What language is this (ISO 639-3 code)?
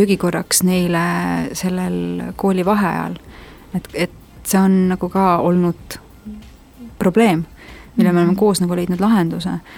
est